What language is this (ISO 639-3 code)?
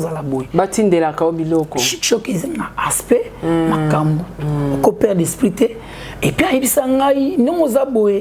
lin